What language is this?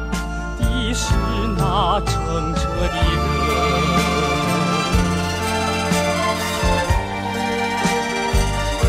Chinese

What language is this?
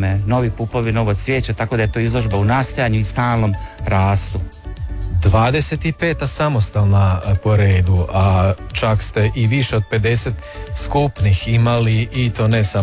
Croatian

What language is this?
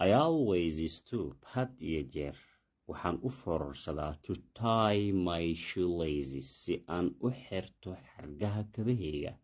Somali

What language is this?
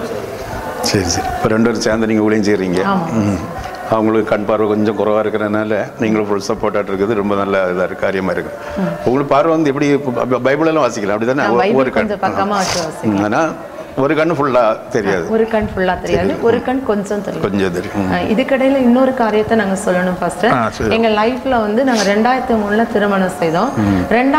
Tamil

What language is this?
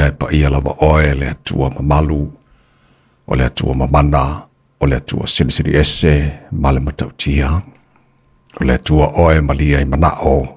Samoan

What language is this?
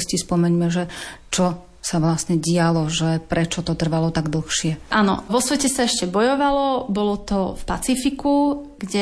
Slovak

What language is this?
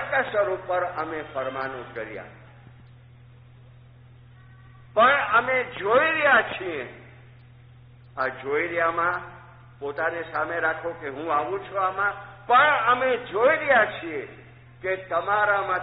Gujarati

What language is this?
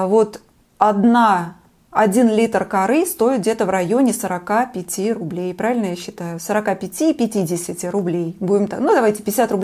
Russian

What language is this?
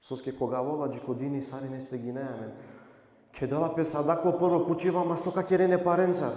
Balkan Romani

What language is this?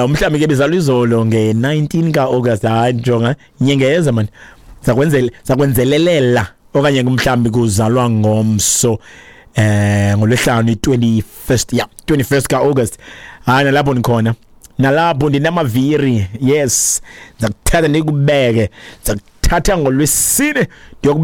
Xhosa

